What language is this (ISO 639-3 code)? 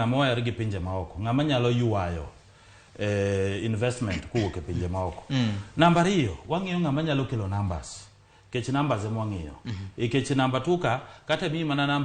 luo